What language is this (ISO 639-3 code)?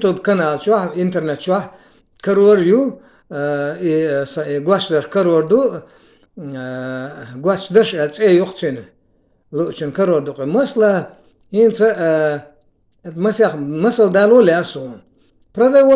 che